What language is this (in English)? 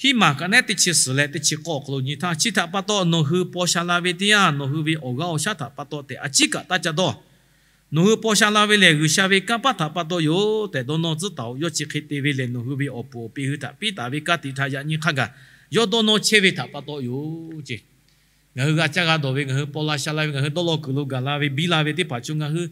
Lahu